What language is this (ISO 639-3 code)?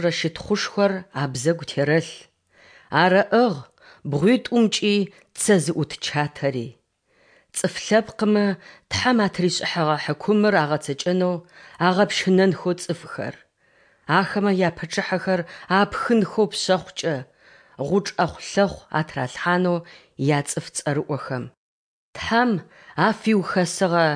ady